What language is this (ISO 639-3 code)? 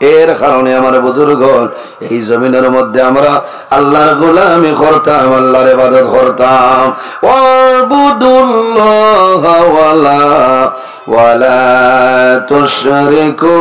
syl